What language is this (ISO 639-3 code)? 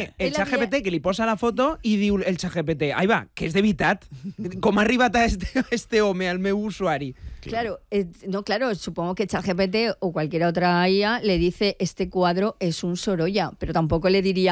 cat